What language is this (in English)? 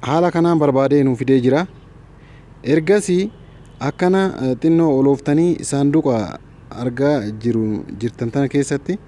Oromo